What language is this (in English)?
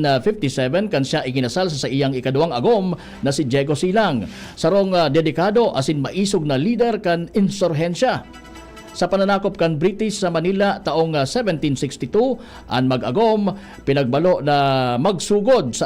Bikol